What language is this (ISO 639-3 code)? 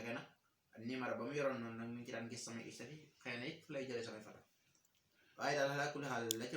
wol